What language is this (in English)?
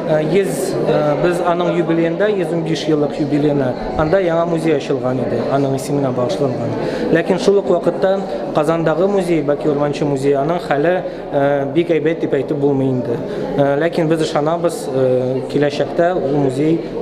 Tatar